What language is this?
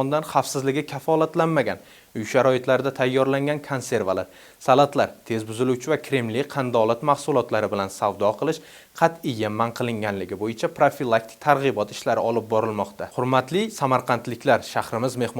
Uzbek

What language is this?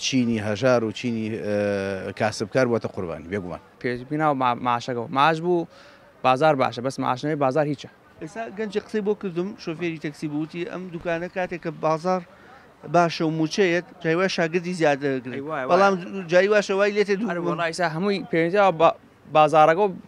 Central Kurdish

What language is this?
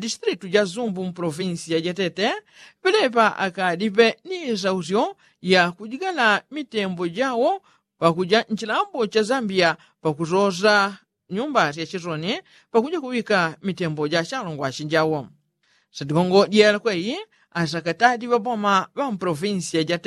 Yao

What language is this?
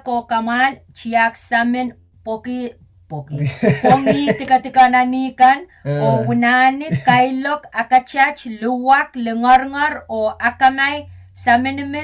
Pohnpeian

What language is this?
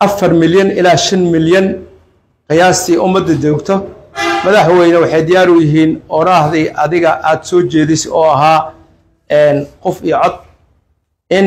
Somali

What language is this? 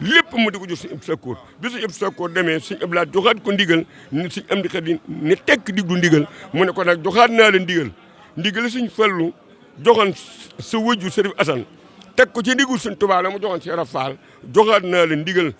Wolof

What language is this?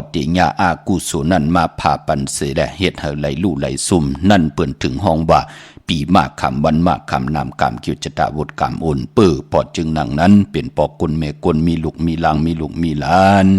Shan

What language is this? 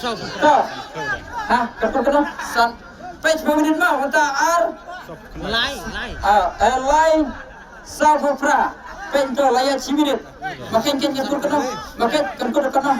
Khasi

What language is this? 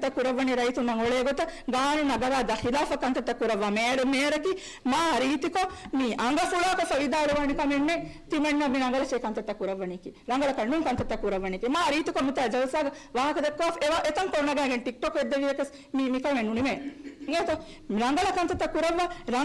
Divehi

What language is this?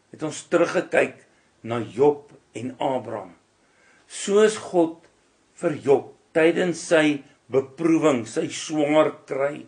Afrikaans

